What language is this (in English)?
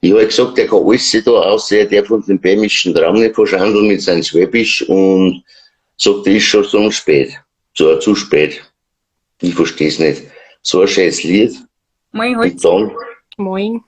Bavarian